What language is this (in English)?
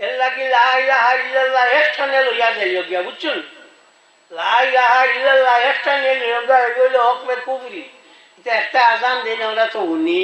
Sylheti